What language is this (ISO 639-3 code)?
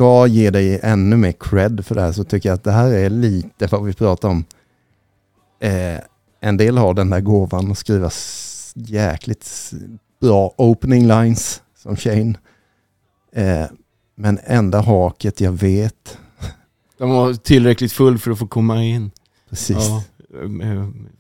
swe